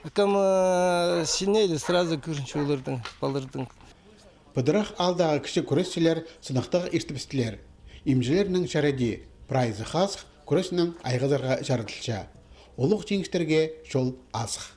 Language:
Khakas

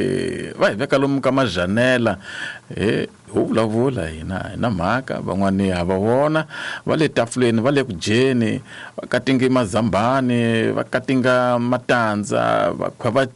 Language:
Tsonga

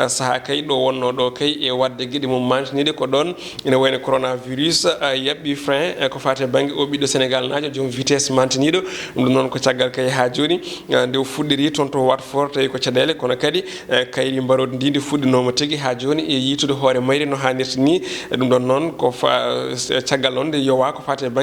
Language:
Fula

